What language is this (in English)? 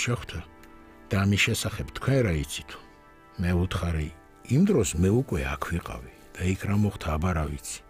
Georgian